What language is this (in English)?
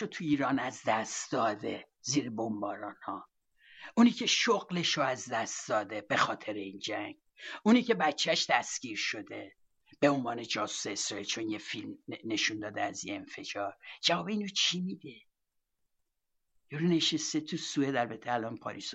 Persian